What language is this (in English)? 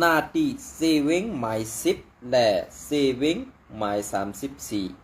Shan